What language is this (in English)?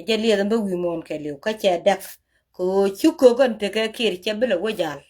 Nuer